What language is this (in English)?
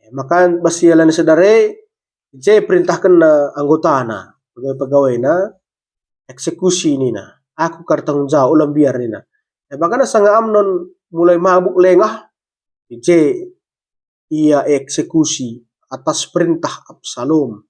Batak Karo